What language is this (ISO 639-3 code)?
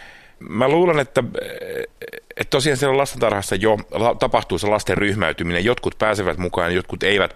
fin